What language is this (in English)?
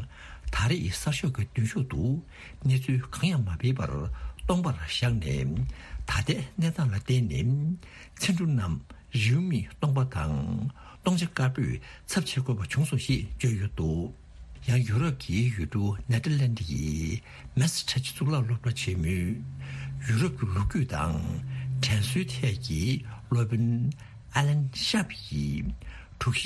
Tibetan